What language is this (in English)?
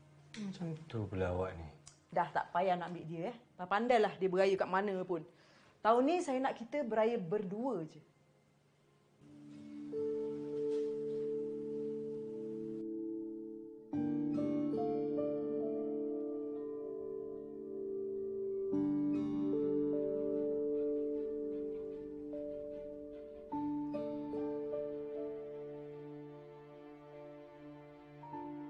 Malay